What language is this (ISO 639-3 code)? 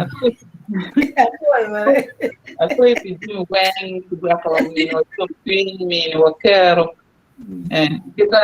ach